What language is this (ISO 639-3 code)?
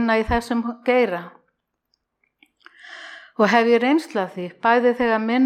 isl